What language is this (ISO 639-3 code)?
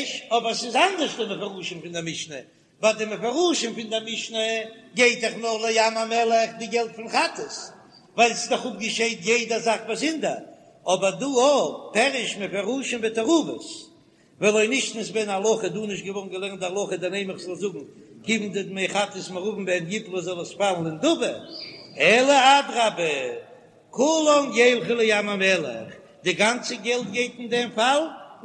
yid